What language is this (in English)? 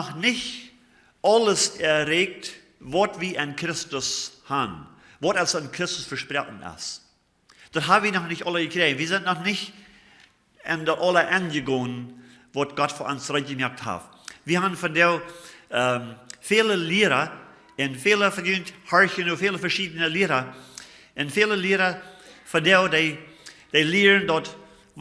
Plautdietsch